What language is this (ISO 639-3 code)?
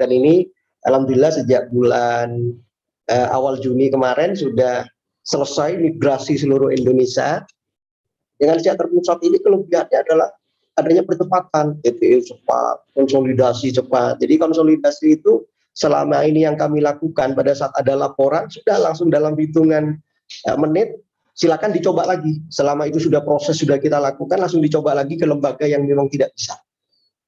ind